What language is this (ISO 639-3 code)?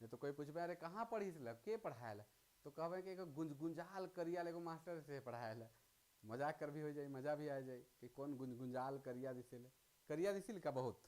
sck